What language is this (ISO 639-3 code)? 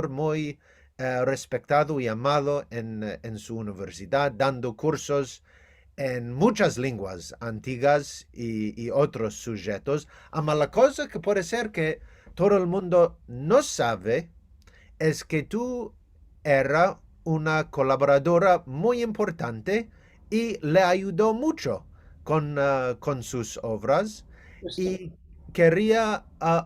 lad